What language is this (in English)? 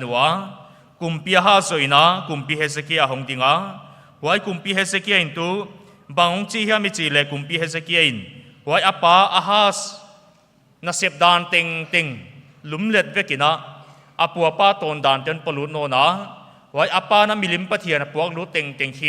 Paite Chin